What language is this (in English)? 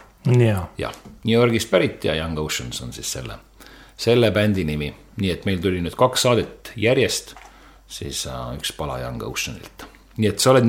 Estonian